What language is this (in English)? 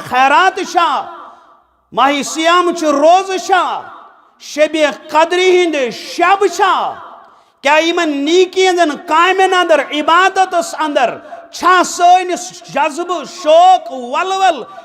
Kashmiri